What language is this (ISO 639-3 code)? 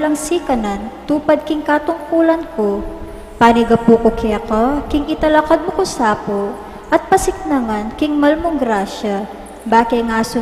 pam